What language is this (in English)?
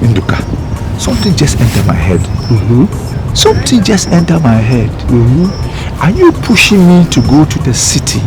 Nigerian Pidgin